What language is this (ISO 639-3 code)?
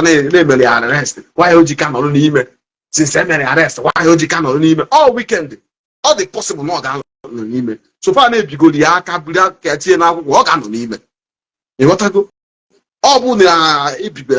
ibo